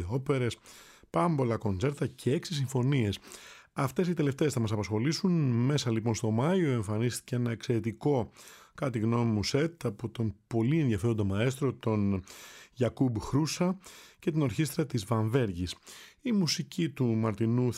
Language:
Greek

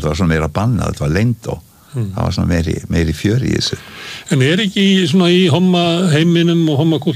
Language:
Icelandic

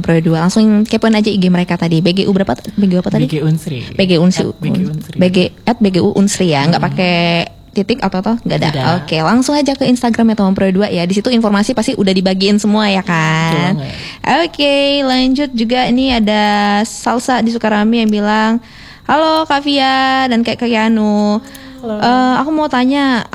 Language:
Indonesian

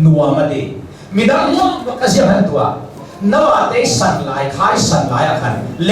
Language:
Hakha Chin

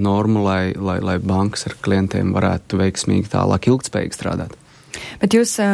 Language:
Latvian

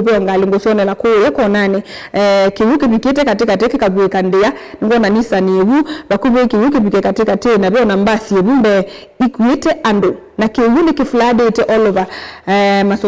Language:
Kamba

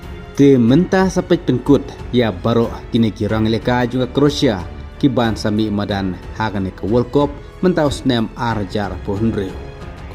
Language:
Khasi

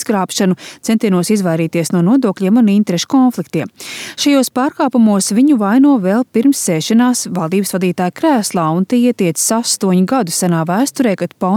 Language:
Latvian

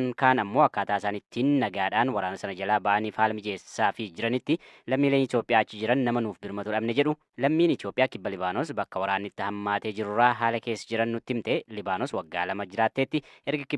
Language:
Oromo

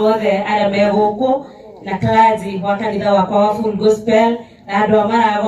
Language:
Kikuyu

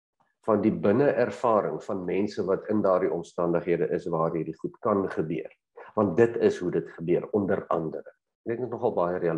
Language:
Afrikaans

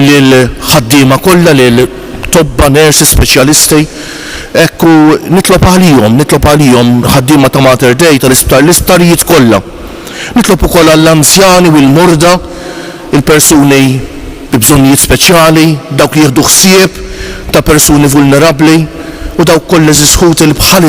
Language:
Maltese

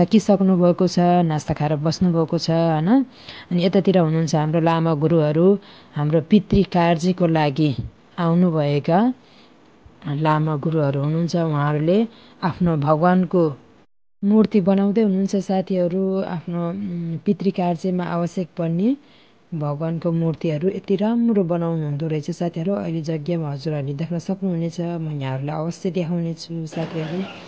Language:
Nepali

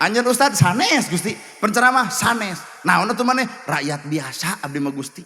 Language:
Sundanese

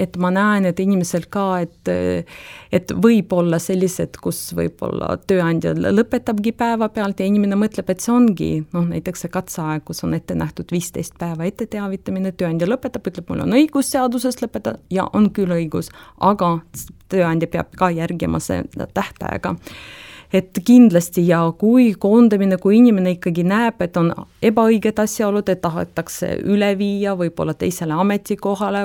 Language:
Estonian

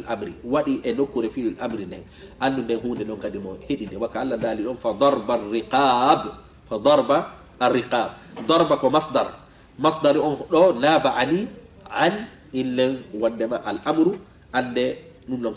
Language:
Fula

